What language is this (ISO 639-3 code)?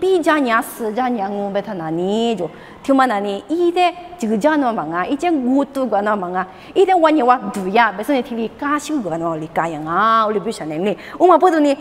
lis